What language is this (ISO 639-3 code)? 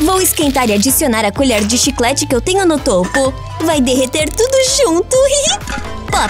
por